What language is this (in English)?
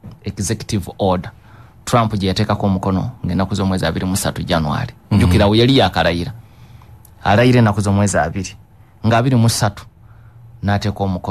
Ganda